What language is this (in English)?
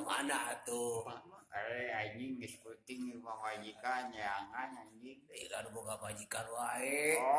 Sundanese